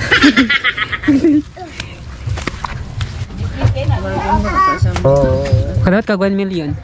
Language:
Cebuano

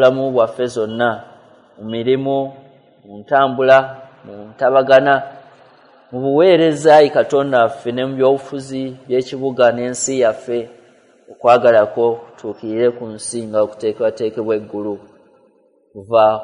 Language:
Ganda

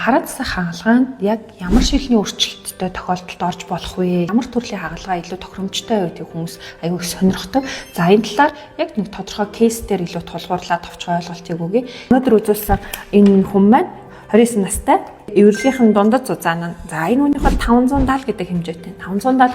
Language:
Mongolian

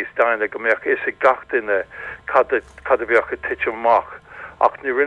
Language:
Irish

